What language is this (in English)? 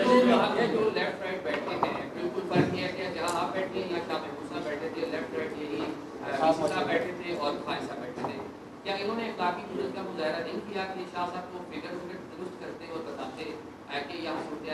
Urdu